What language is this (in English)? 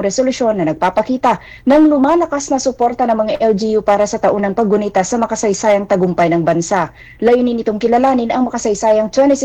Filipino